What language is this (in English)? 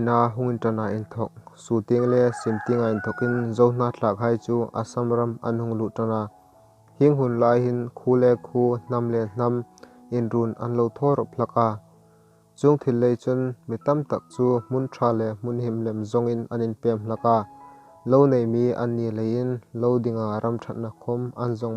Hmar